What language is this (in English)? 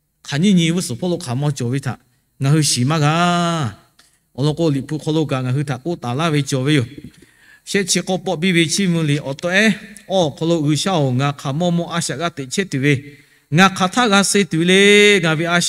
Lahu